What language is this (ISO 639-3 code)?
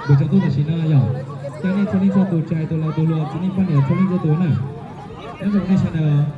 hmn